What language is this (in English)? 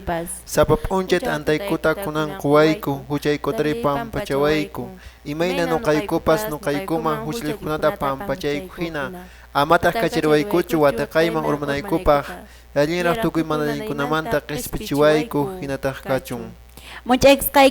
Quechua